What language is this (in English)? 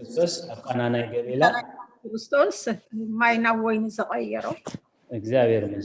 Tigrinya